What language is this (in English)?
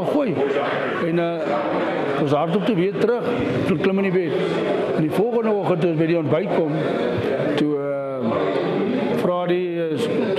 Afrikaans